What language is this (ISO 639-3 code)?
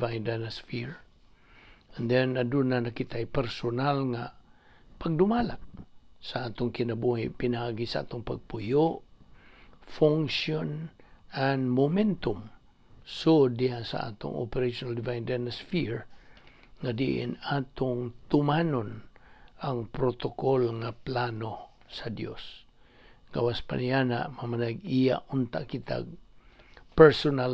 ceb